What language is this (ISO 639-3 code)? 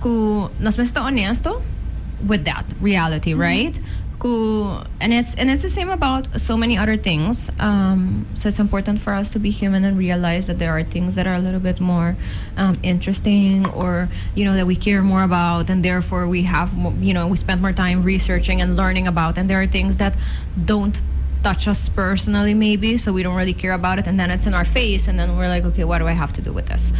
pap